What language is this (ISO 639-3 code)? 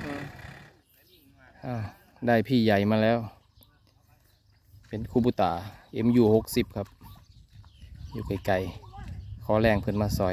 tha